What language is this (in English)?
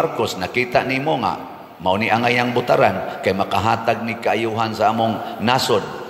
Cebuano